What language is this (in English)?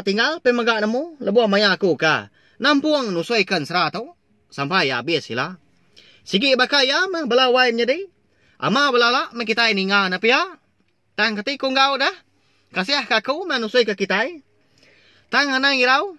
Iban